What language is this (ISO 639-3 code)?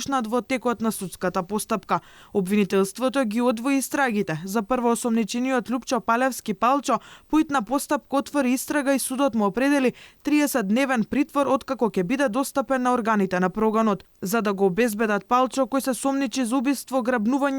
mkd